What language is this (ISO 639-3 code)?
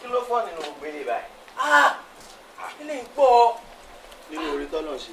yor